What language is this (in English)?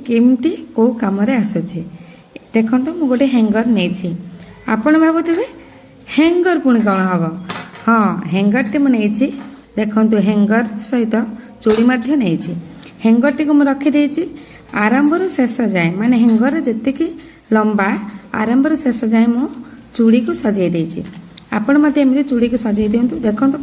Odia